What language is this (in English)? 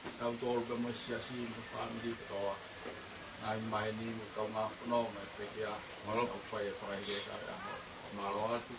Tongan